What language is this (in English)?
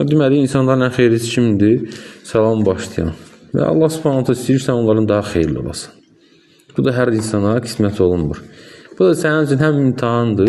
Azerbaijani